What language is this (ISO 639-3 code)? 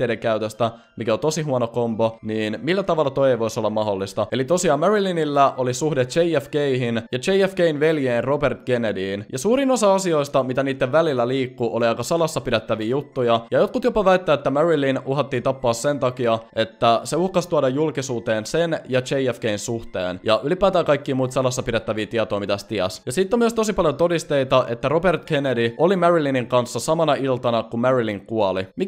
fin